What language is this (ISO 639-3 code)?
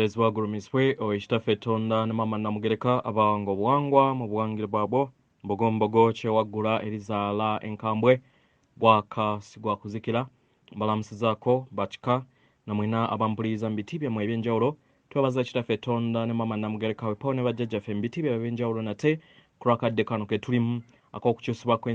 lug